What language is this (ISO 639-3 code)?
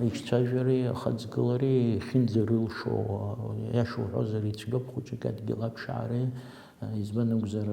abk